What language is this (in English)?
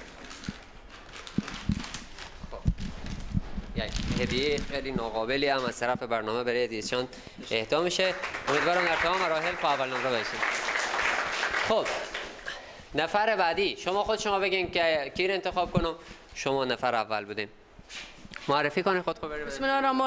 Persian